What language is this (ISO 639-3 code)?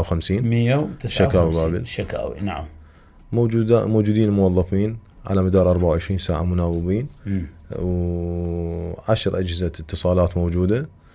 acm